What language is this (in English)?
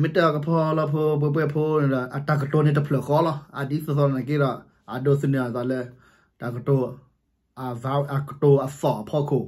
S'gaw Karen